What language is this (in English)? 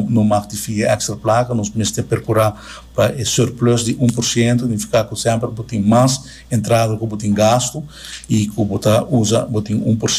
Papiamento